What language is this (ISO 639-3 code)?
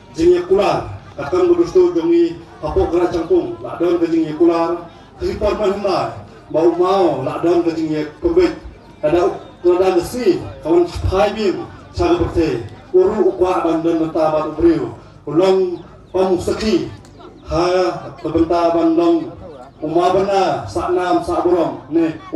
kha